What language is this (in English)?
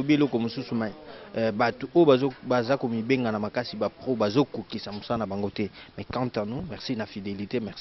Lingala